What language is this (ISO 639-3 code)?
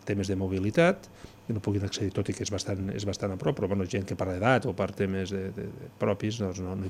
cat